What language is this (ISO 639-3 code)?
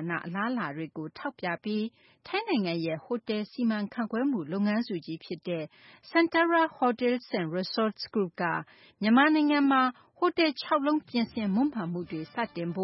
mya